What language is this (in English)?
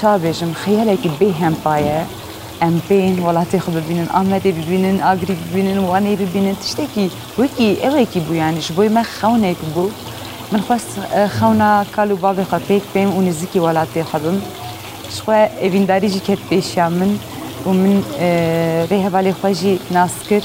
Kurdish